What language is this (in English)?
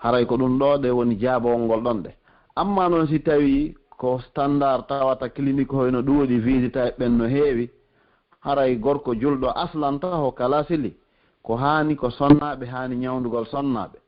Pular